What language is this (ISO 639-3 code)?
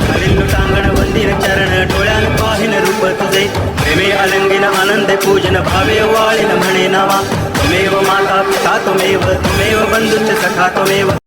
kok